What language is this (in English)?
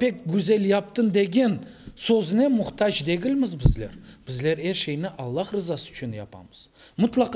Crimean Tatar